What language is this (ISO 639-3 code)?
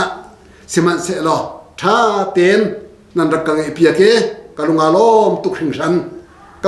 cnh